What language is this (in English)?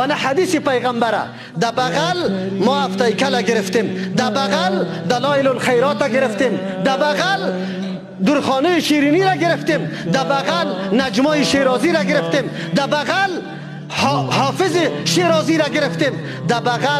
Persian